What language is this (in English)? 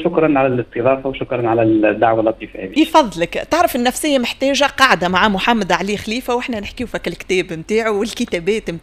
Tunisian Arabic